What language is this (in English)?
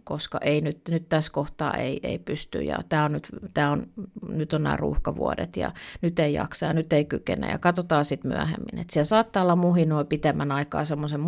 Finnish